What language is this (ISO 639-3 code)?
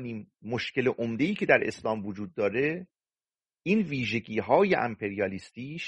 fas